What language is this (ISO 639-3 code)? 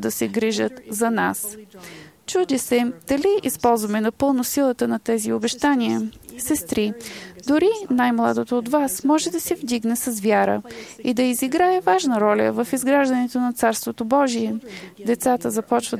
bul